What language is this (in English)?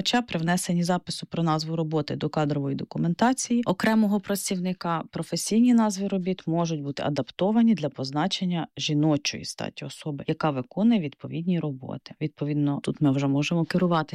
Ukrainian